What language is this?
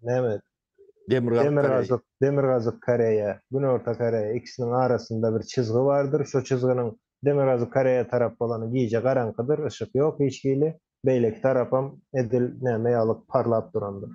Turkmen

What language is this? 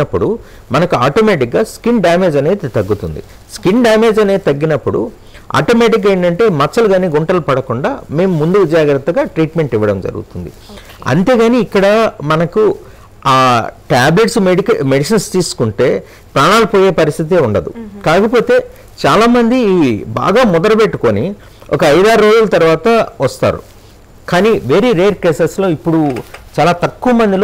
Telugu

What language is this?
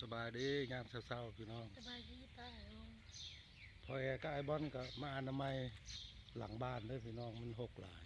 Northeastern Thai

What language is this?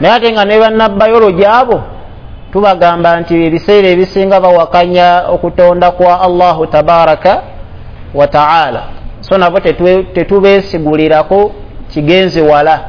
Ganda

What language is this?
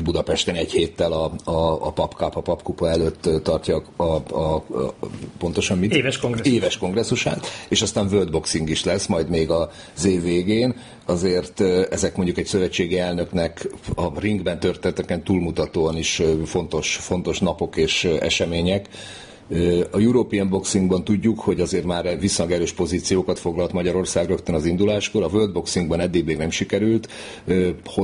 Hungarian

